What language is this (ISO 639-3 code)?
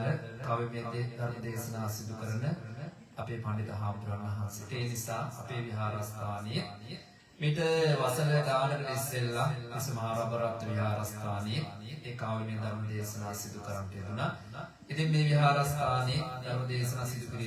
sin